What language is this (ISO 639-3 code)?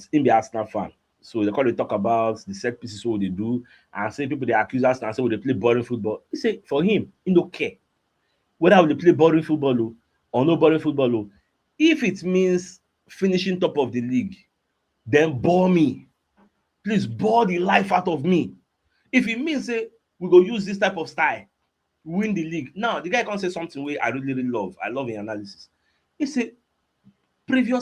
pcm